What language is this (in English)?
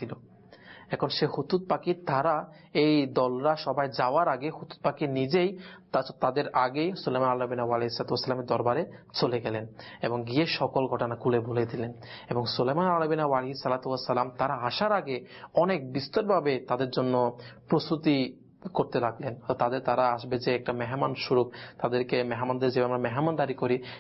Bangla